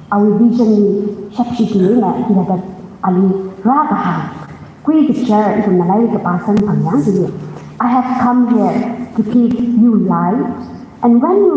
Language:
Tangkhul Naga (India)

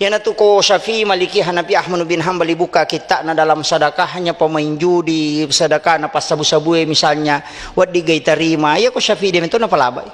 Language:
Buginese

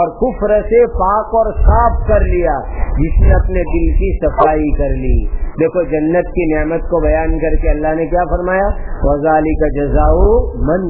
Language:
Urdu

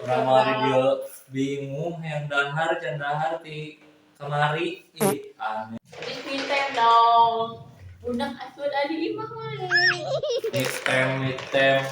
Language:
Sundanese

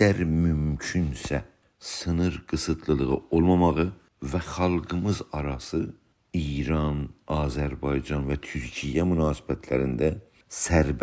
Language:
South Azerbaijani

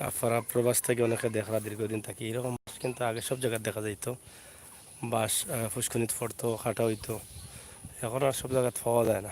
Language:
Sylheti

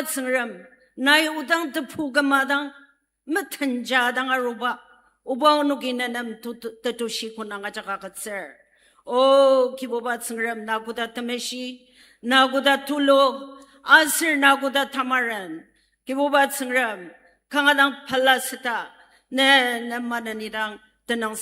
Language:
Ao Naga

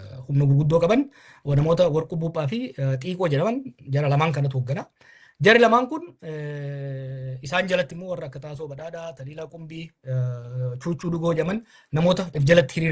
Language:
Oromo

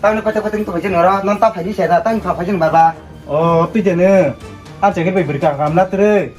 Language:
Kok Borok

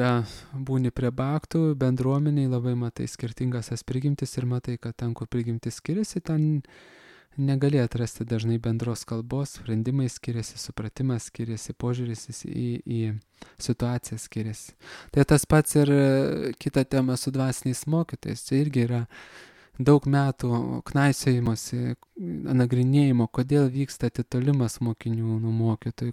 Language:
Lithuanian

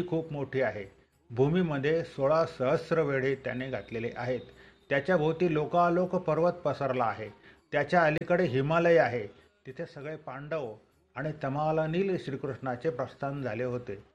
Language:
Marathi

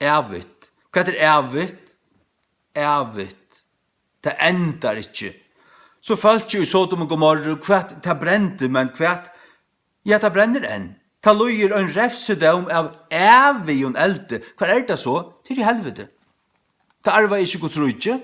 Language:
Faroese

